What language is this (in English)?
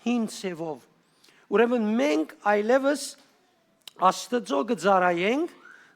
Western Armenian